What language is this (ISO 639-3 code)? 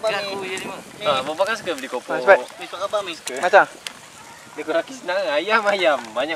msa